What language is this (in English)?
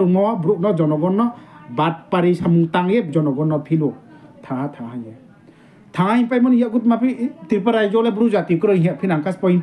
Riang (India)